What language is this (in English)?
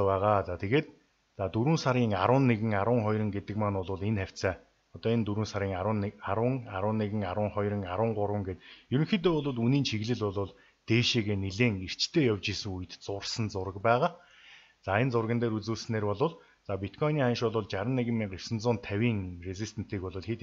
Mongolian